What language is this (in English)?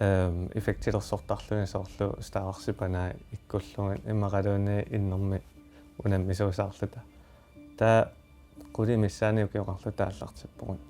Kalaallisut